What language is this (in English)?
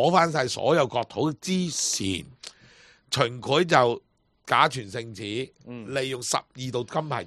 Cantonese